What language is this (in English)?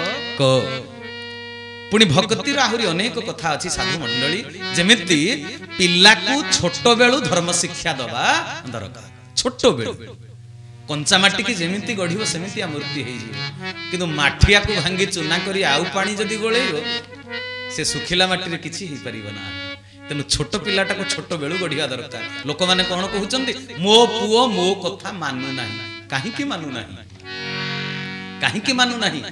Odia